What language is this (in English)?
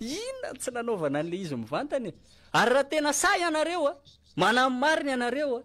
Malagasy